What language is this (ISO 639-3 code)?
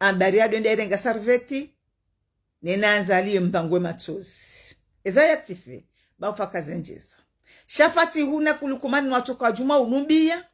zdj